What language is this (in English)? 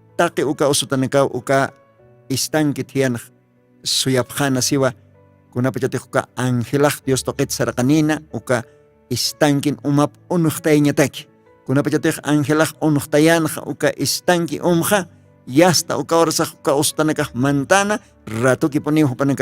Aymara